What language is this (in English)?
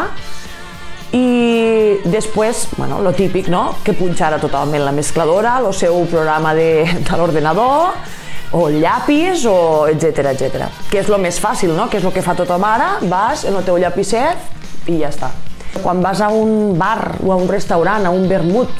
Catalan